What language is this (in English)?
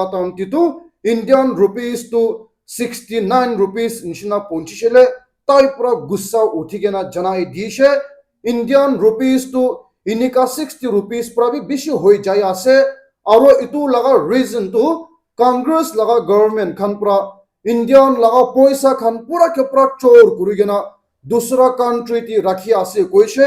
Naga Pidgin